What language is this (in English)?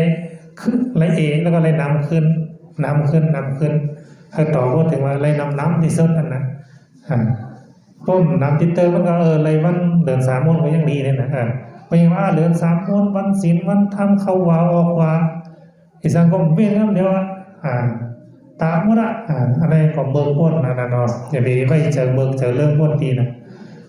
Shan